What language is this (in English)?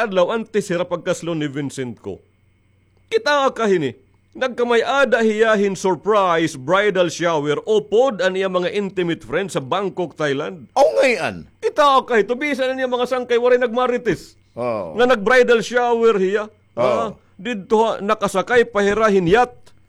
Waray